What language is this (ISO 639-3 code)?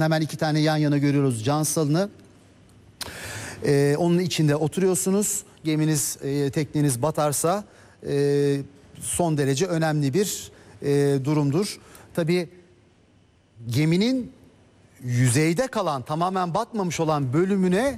tur